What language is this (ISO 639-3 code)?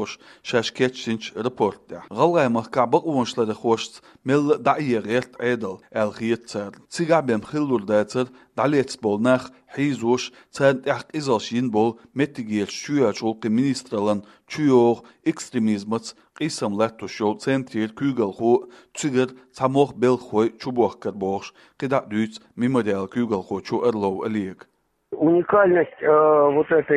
che